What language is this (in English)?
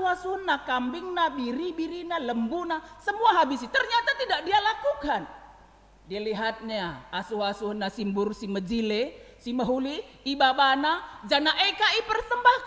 Batak Karo